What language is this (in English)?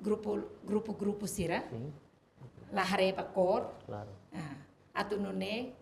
Tetum